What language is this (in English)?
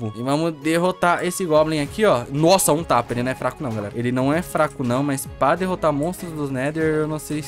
Portuguese